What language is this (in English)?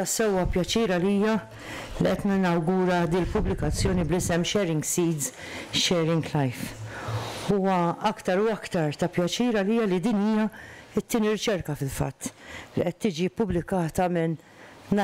Maltese